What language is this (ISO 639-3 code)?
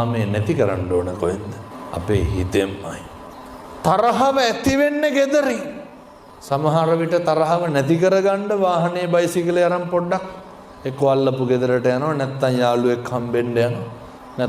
sin